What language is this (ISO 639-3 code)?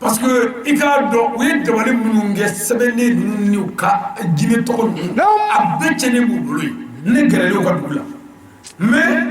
bam